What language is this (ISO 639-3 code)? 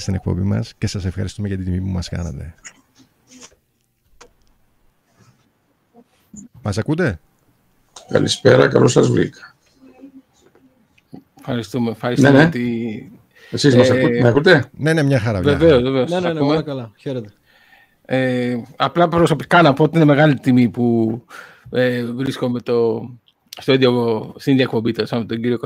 ell